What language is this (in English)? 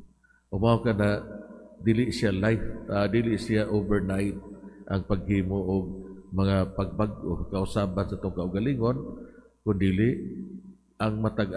Cebuano